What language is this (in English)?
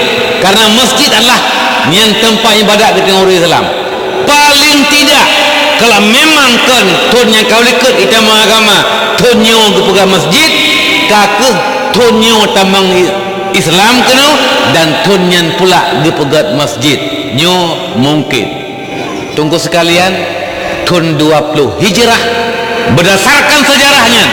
Achinese